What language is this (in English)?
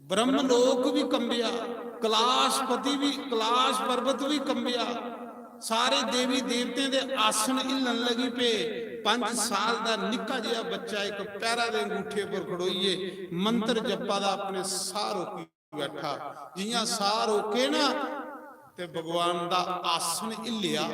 Dogri